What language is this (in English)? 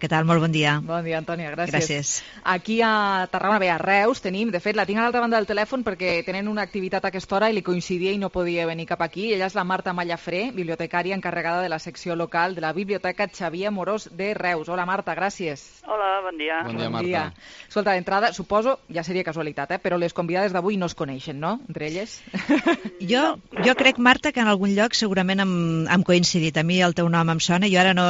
Catalan